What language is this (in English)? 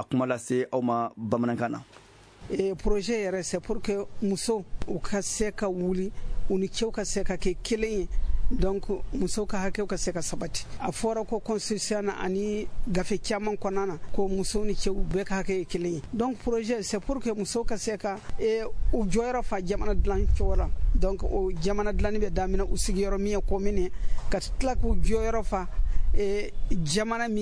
Bambara